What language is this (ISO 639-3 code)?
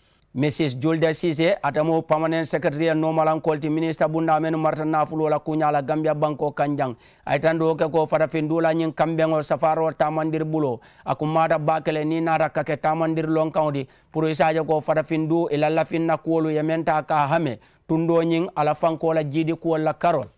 man